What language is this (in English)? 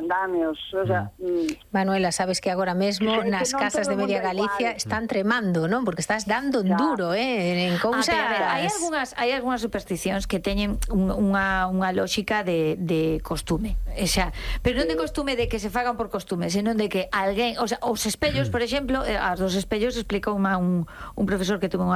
Galician